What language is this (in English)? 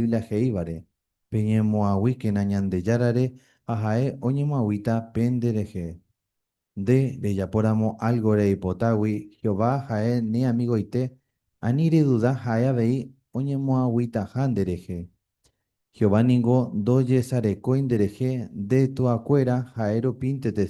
Guarani